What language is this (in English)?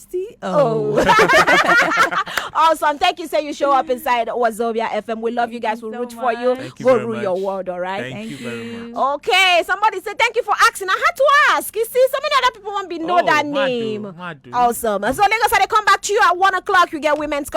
Nigerian Pidgin